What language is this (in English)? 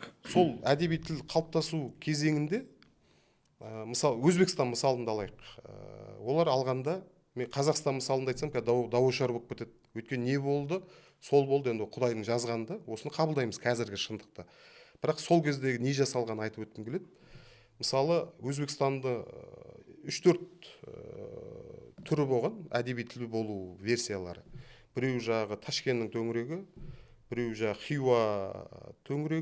Kazakh